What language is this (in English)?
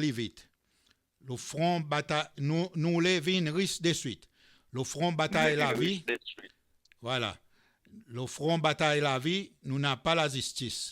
Seselwa Creole French